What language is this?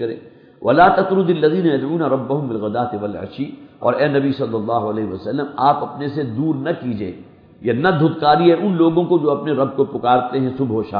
Urdu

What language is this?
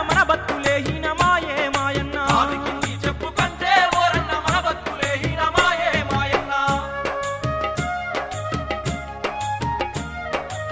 Telugu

